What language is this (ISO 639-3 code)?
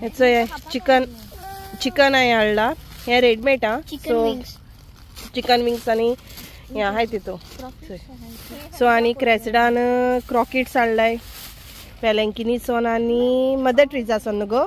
kok